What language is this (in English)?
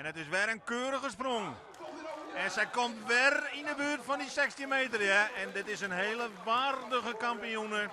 Western Frisian